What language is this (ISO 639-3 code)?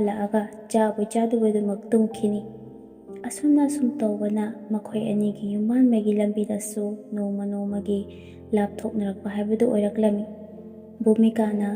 mni